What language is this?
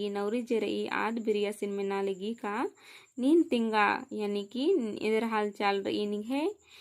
Kurukh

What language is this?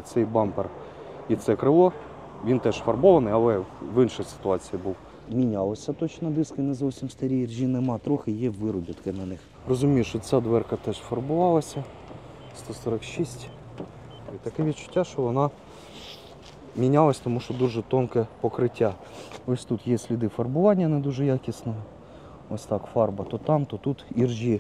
Ukrainian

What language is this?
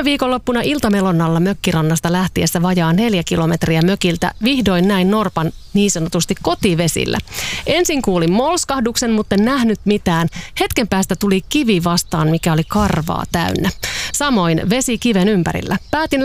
Finnish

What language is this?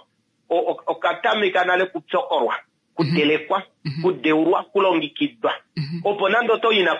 Kuanyama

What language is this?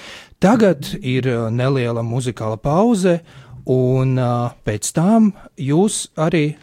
Latvian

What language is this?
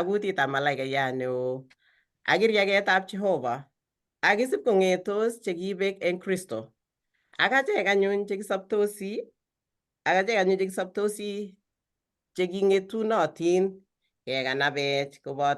Kalenjin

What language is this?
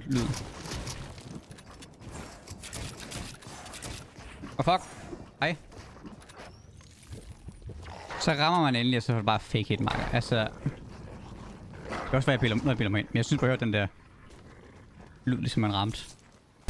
Danish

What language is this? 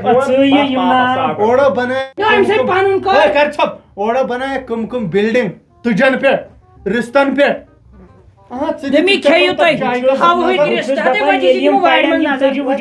Kashmiri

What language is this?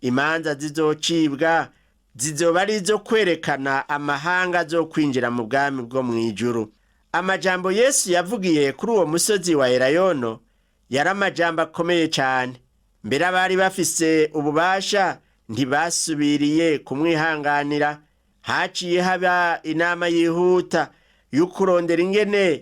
Rundi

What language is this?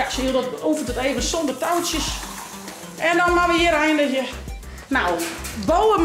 Western Frisian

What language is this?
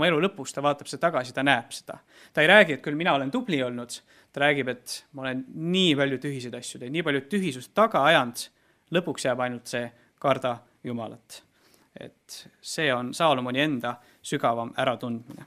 Estonian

